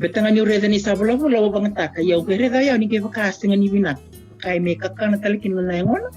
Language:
Fijian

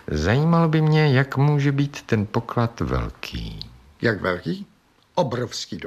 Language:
Czech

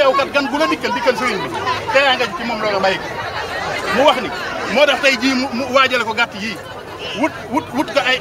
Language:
Wolof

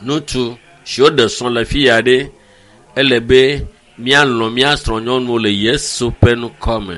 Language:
Ewe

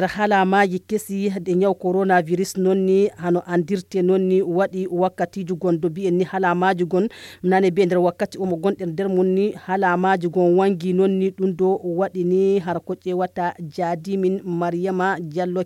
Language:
Nigerian Fulfulde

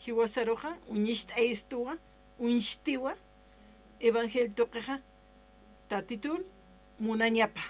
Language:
Aymara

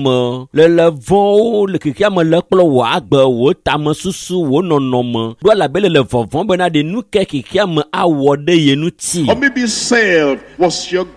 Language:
Ewe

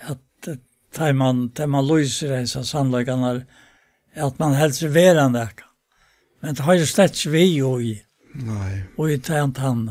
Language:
Faroese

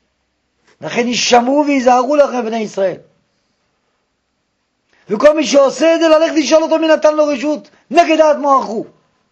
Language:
Hebrew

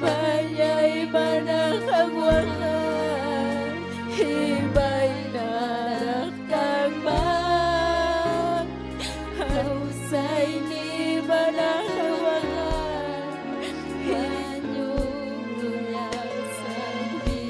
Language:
Ayacucho Quechua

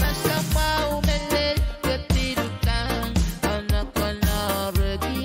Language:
Pohnpeian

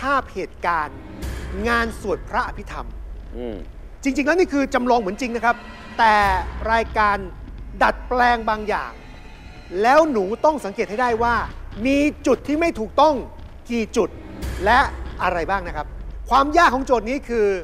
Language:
Thai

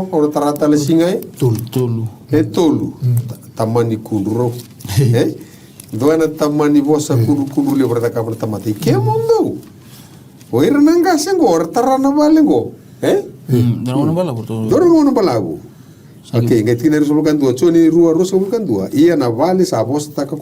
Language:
Fijian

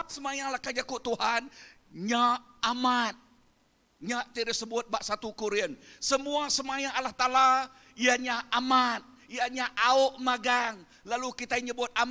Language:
Iban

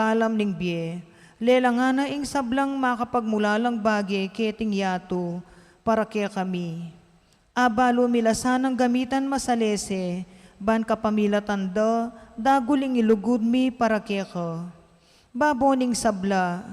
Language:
Pampanga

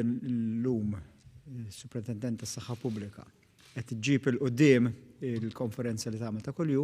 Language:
Maltese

